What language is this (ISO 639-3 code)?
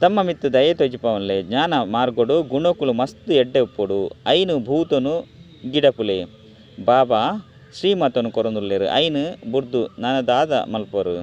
tcy